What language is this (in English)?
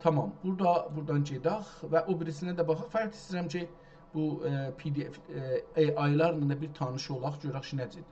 South Azerbaijani